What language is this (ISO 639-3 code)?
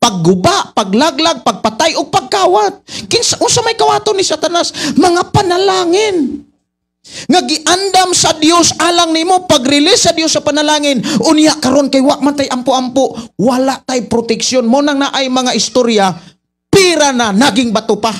ceb